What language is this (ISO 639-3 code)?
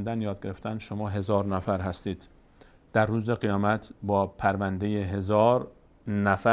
fas